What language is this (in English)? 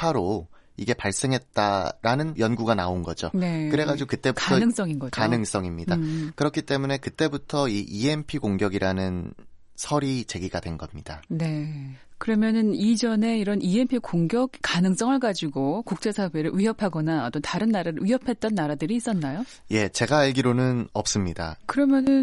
Korean